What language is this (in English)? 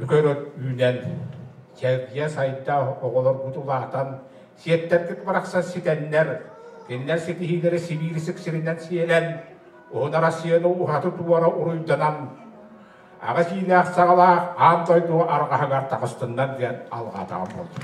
Yakut